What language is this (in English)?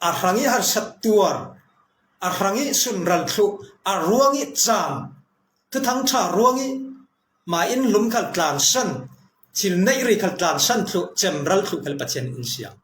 Falam Chin